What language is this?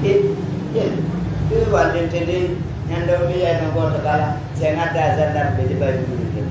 Pular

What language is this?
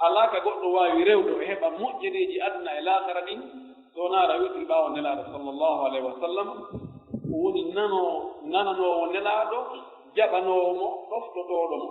Pular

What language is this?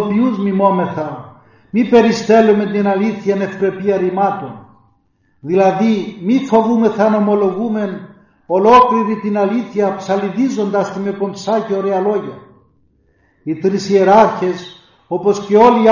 Greek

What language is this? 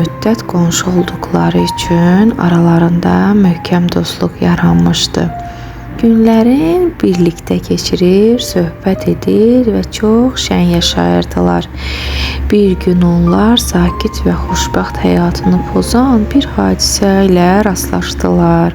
Azerbaijani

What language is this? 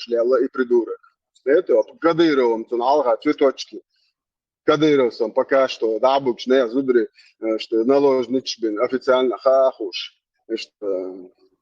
Chechen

